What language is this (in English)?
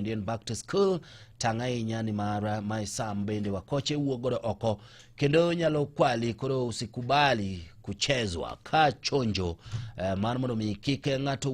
Luo (Kenya and Tanzania)